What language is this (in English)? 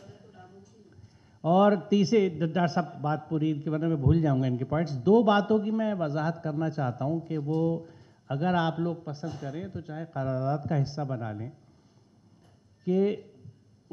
Urdu